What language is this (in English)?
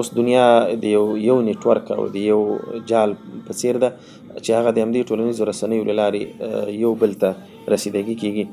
Pashto